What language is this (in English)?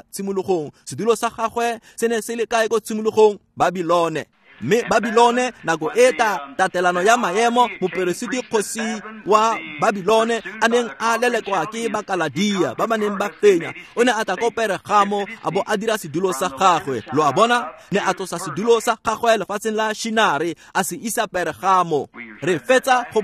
Tswana